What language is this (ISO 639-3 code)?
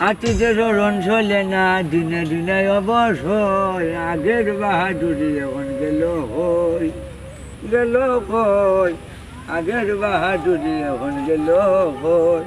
syl